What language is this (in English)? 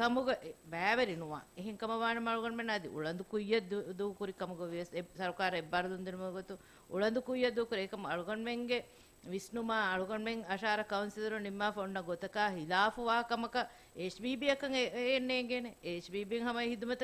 Divehi